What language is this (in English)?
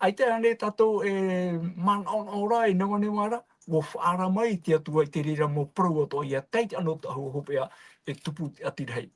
Tahitian